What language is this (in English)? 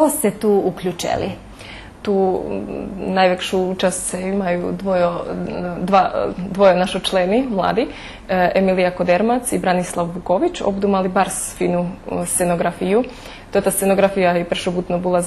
Rusyn